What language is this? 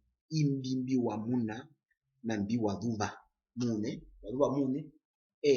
Herero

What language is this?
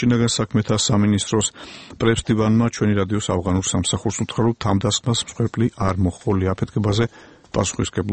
Georgian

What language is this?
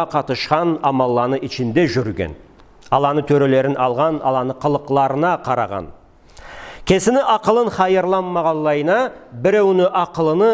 Karachay-Balkar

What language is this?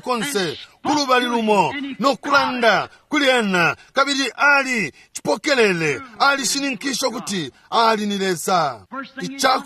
Bemba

